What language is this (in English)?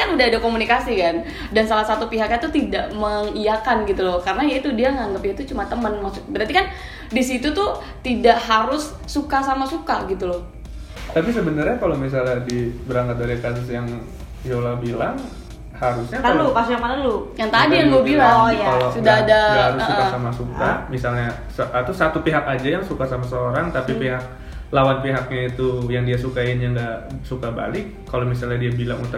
Indonesian